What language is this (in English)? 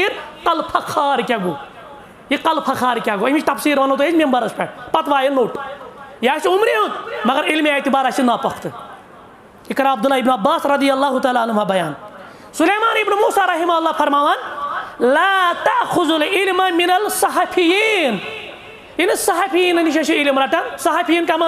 Kashmiri